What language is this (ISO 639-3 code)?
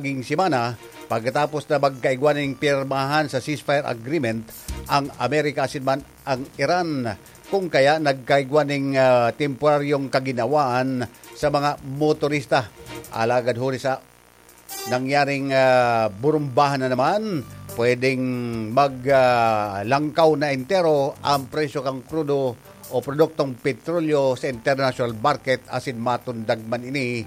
bik